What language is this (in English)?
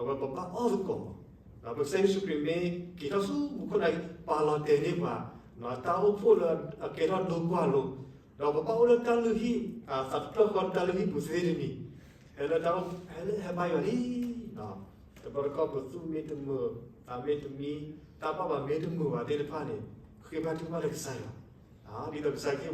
S'gaw Karen